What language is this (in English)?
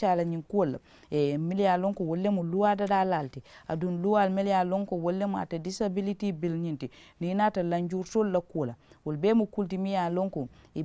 Mandingo